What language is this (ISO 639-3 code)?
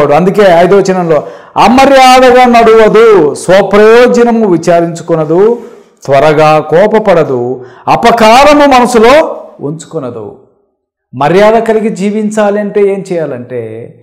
tel